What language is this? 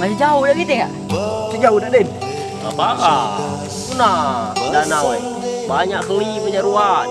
Musi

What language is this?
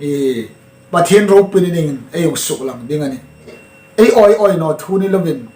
Hmar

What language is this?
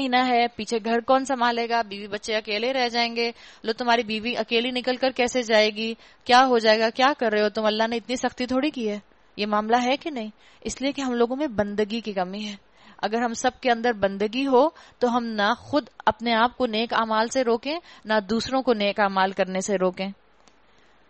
Urdu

